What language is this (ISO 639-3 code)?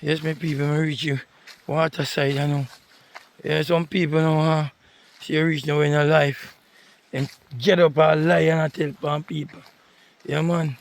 jam